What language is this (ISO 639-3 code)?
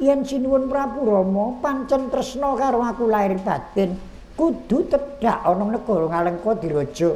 jav